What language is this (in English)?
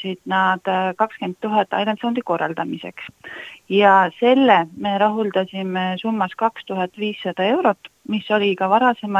Estonian